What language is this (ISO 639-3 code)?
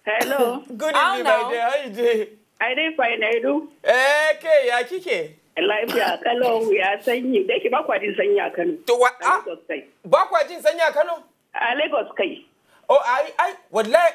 pcm